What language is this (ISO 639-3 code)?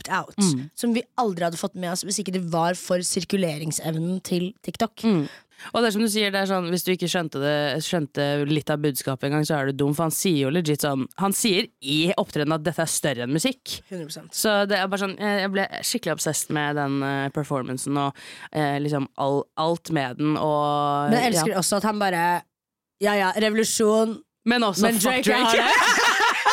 nor